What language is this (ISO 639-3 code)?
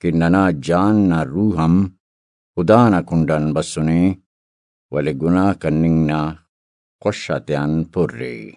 brh